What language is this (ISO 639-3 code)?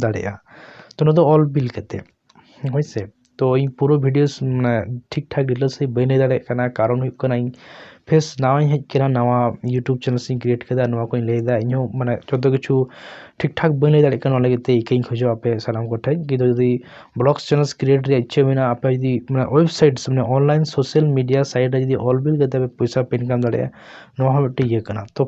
sat